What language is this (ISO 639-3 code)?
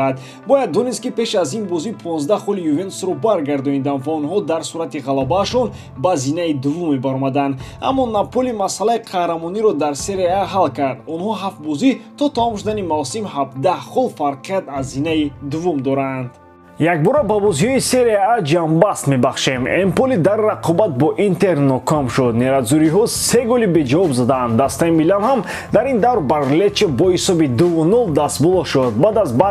tgk